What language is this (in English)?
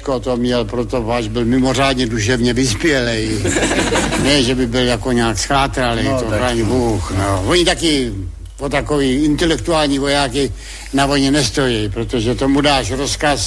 Czech